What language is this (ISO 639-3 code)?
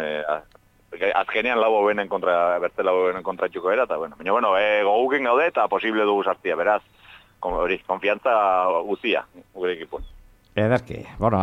eus